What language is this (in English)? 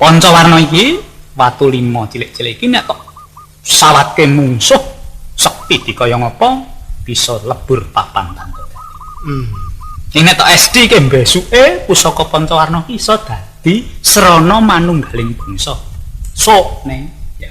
Javanese